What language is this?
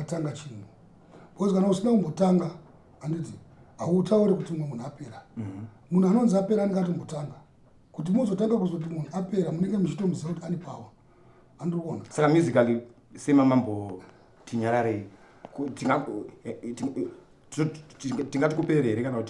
Shona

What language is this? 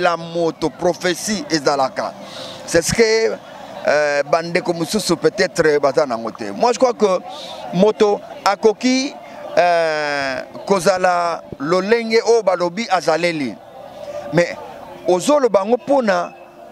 Lingala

